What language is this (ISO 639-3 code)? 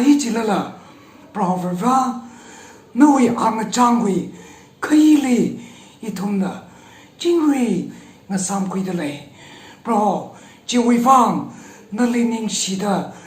nmf